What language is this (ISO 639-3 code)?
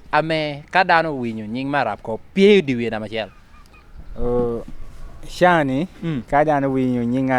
laj